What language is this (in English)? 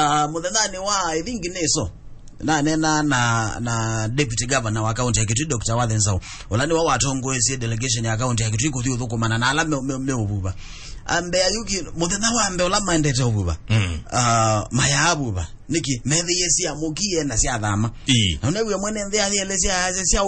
Kamba